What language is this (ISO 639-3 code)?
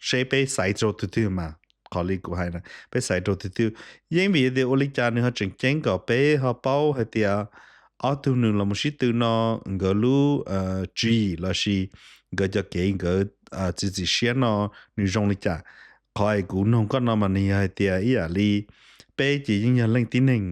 hmn